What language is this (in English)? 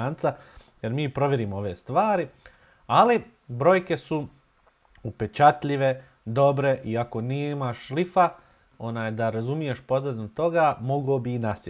Bosnian